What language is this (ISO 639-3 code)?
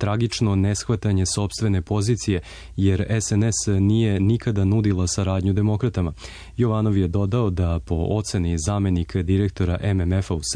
srp